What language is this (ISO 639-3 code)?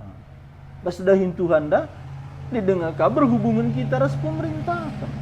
btx